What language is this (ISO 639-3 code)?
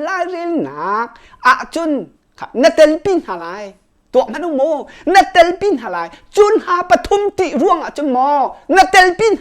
cnh